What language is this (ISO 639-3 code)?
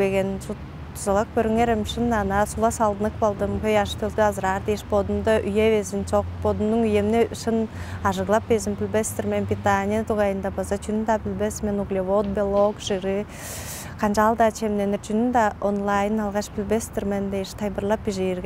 tyv